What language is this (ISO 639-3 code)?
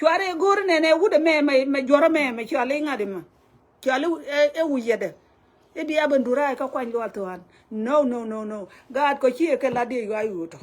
nus